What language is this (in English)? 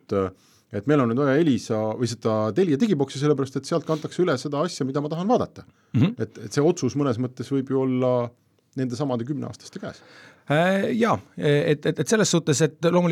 Estonian